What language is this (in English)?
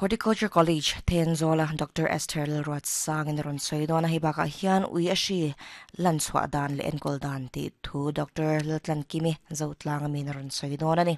Mizo